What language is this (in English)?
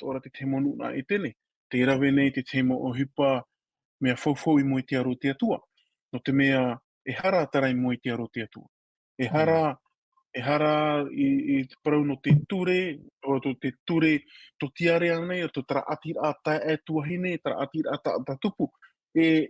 Tahitian